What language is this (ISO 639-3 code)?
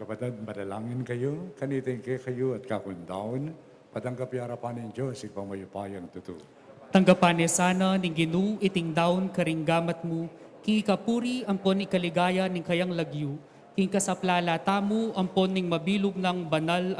pam